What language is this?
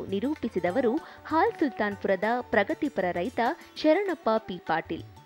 Kannada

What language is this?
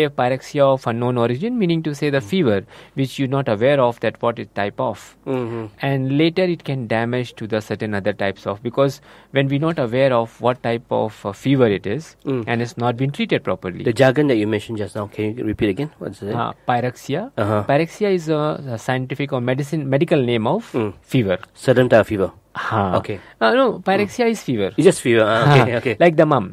English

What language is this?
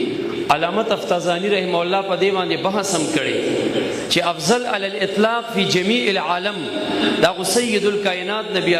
Pashto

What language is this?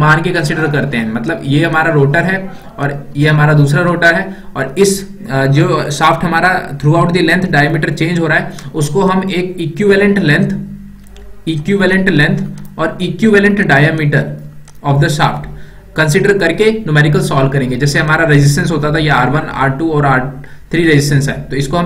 Hindi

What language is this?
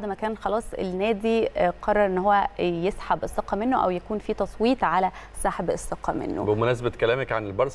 Egyptian Arabic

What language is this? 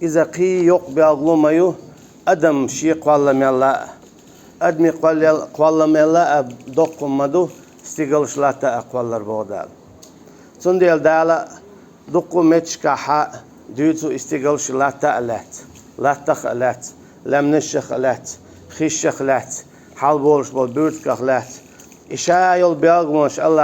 Chechen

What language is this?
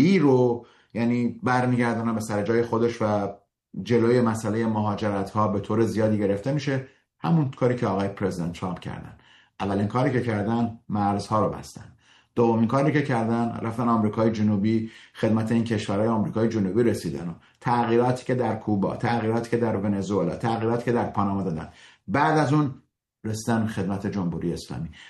Persian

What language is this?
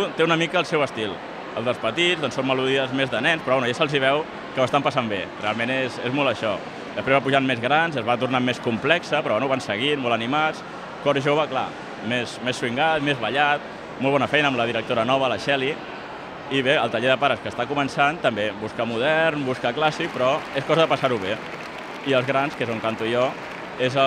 Catalan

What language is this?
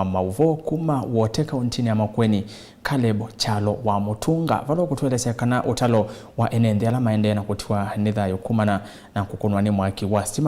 Kamba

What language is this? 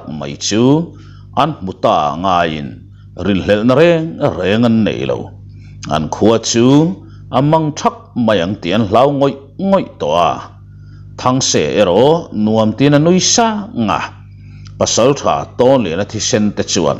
Mizo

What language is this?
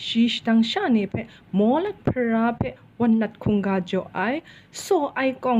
Kachin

